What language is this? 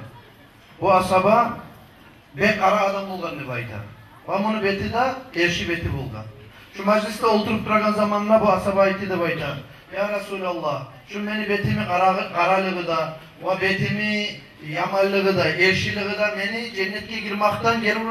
Kumyk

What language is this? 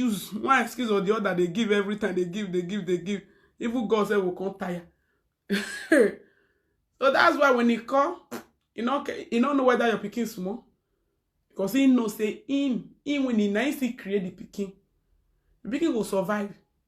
Nigerian Pidgin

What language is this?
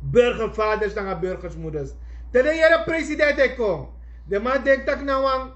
Sranan Tongo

